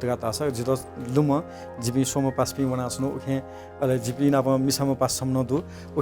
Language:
Newari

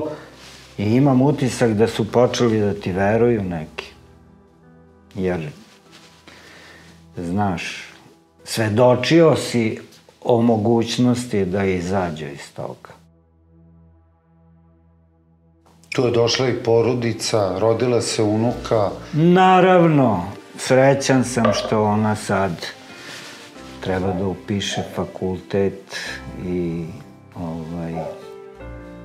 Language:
Serbian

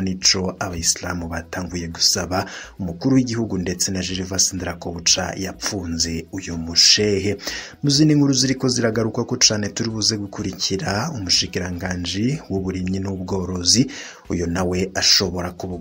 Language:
Rundi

